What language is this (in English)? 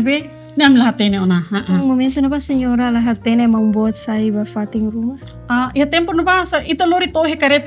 Tetum